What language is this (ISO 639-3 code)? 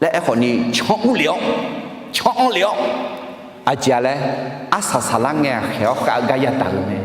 ahk